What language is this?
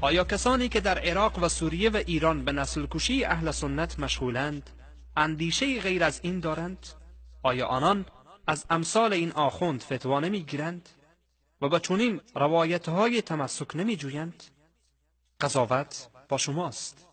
Persian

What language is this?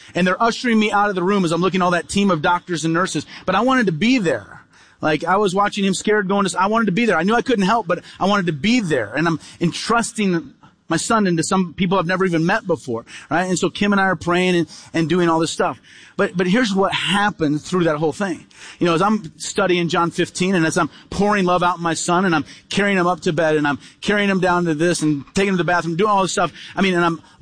English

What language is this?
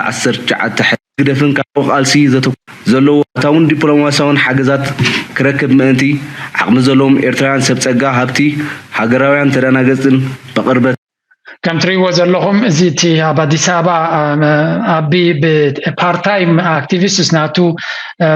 Tigrinya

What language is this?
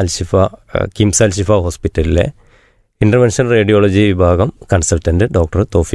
Malayalam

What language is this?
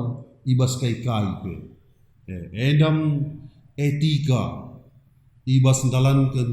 Batak Karo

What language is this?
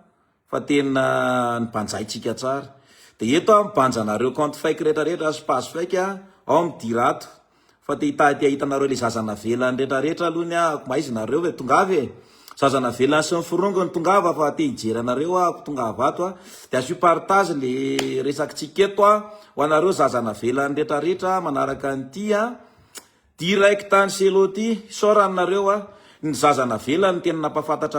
Malagasy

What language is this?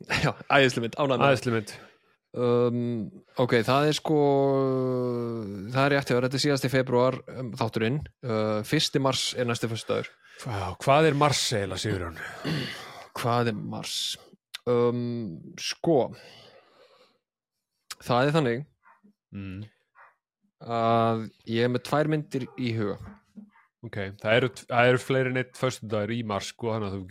Icelandic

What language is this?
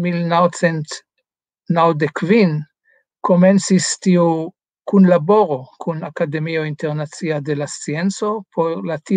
Esperanto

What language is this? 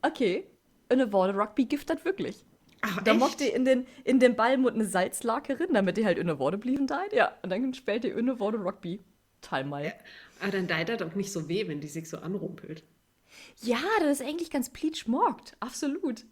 Low German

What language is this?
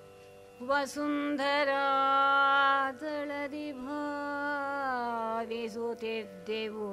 Kannada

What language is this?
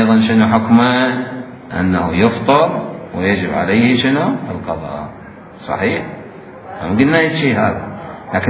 Mesopotamian Arabic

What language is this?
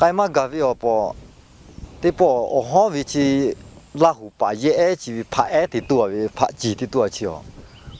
Lahu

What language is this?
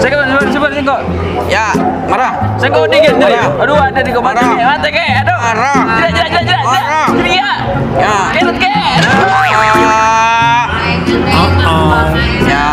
Madurese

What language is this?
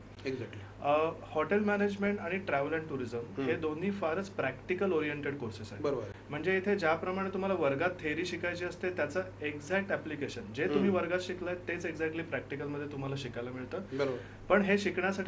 Marathi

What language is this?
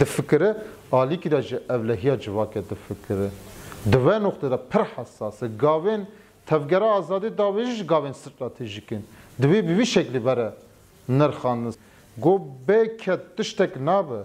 Kurdish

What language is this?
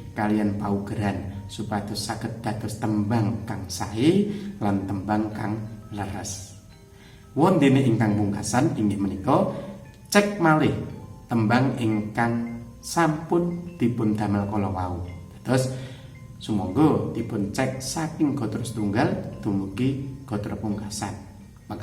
Javanese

